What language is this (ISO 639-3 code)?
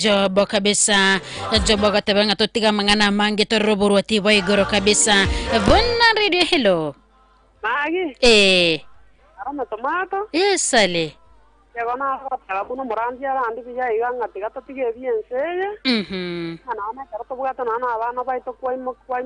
guz